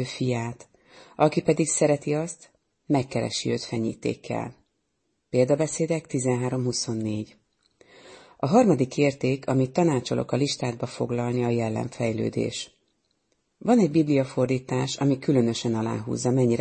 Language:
Hungarian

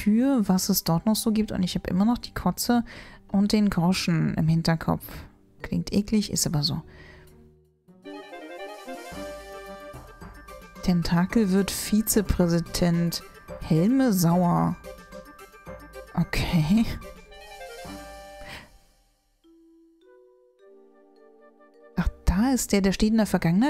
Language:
German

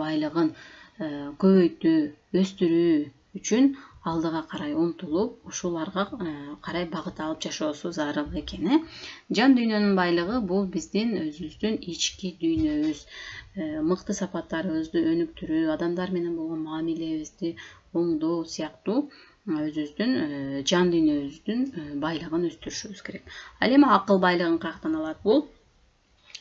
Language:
Kyrgyz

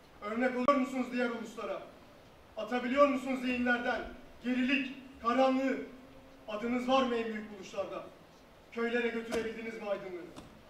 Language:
Turkish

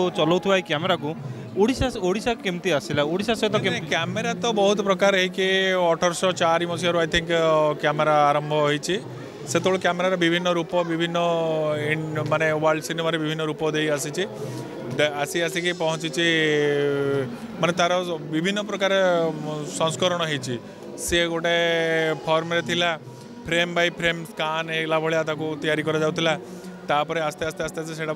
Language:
Odia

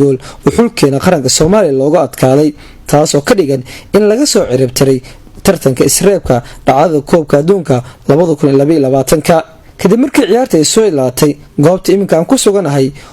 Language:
Somali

